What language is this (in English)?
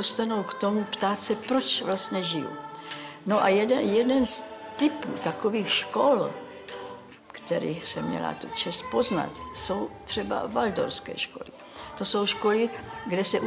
Czech